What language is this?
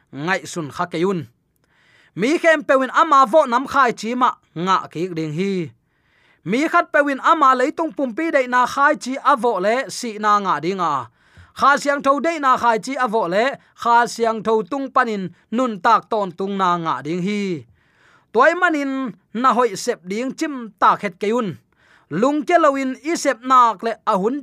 Tedim Chin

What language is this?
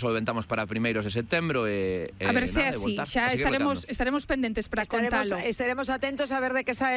Galician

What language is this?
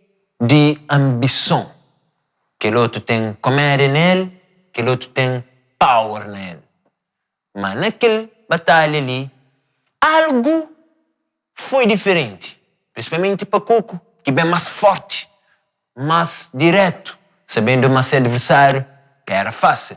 Kabuverdianu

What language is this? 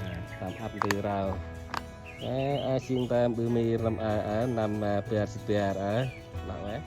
Central Mnong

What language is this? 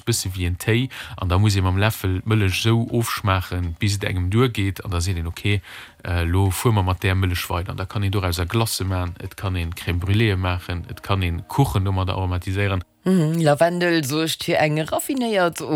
Luxembourgish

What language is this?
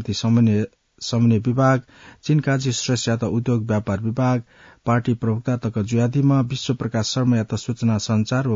Newari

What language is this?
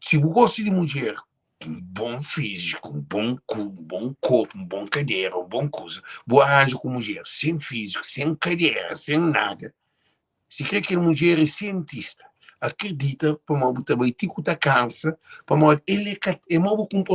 Kabuverdianu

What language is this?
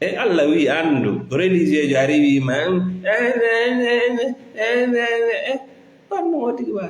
Fula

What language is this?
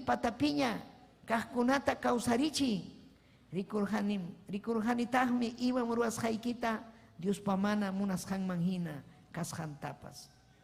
Ayacucho Quechua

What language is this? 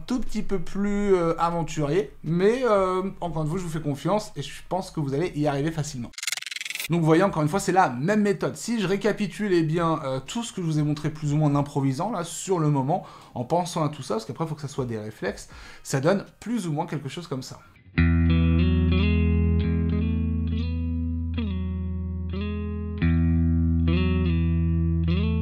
French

